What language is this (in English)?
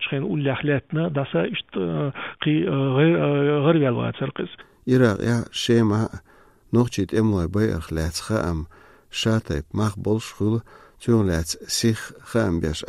Chechen